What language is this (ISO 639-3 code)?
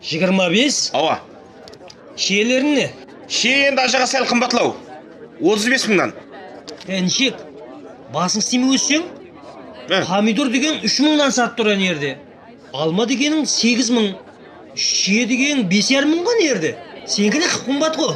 kaa